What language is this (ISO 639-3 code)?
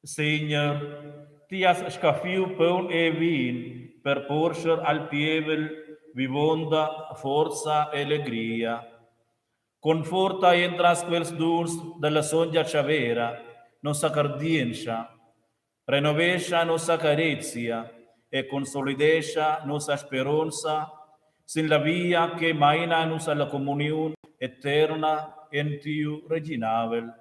roh